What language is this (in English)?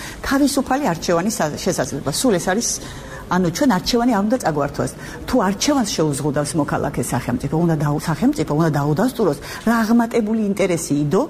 Georgian